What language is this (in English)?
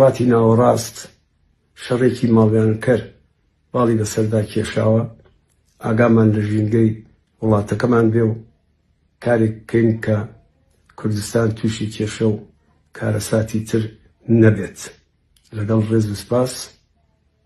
Central Kurdish